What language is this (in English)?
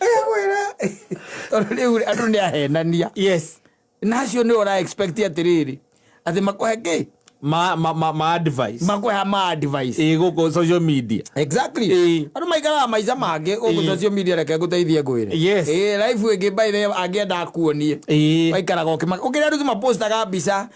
Kikuyu